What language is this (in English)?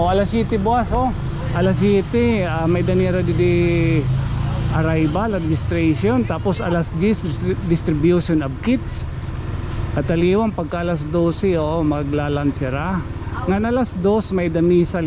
Waray